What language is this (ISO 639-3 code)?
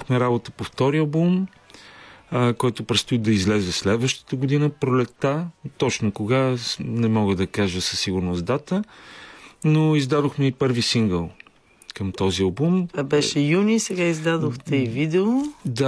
bul